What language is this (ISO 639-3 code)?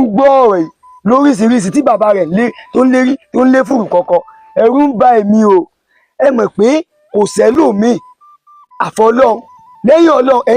yor